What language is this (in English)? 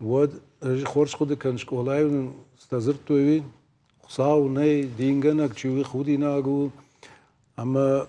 Ossetic